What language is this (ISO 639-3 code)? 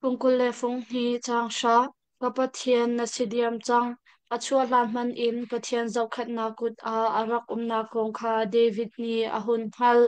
cnh